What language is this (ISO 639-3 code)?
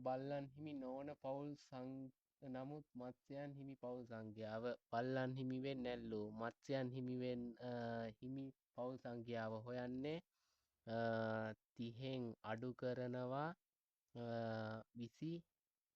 sin